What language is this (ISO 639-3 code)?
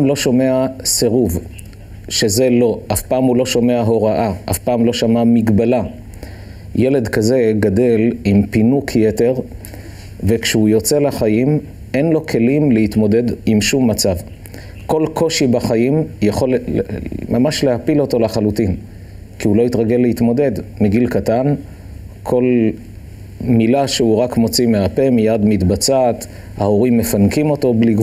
heb